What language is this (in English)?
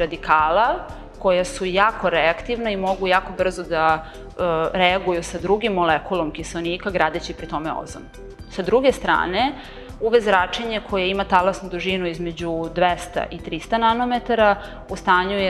Serbian